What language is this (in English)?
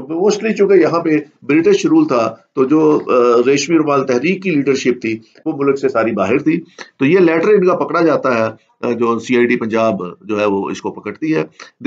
Urdu